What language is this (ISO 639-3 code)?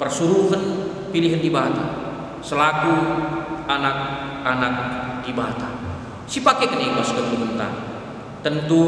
btx